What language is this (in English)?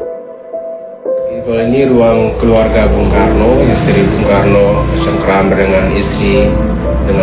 Indonesian